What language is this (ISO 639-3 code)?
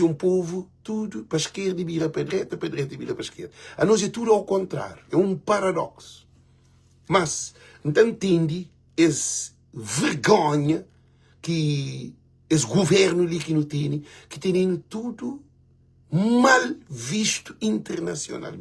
kea